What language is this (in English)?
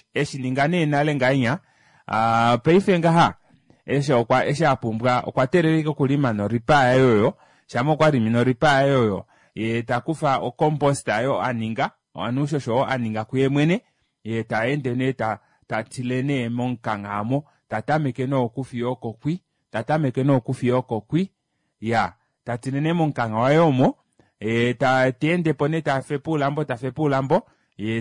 Kuanyama